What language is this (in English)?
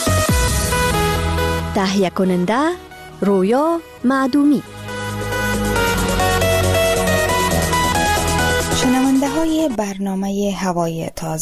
Persian